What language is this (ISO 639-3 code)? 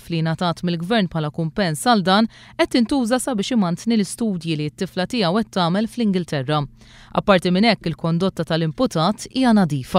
mlt